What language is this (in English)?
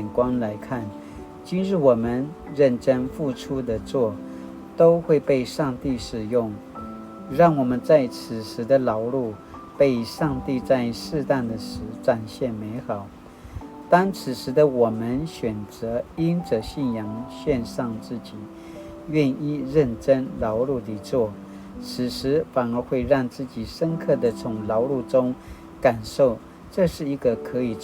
Paiwan